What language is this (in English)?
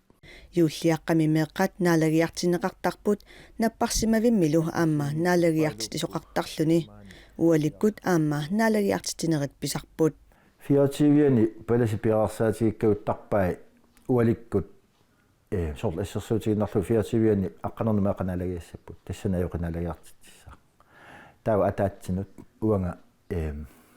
Kalaallisut